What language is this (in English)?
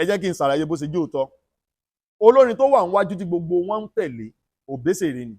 Yoruba